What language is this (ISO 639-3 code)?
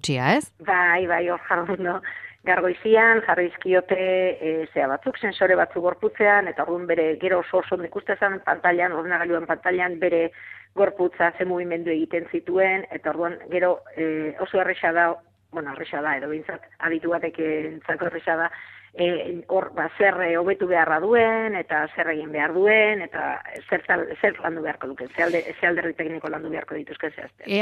eus